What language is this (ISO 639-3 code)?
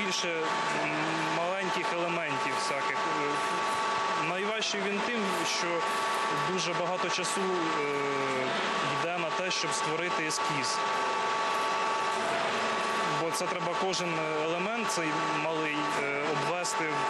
ukr